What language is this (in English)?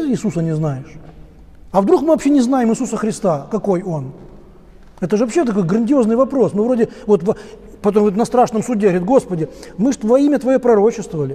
Russian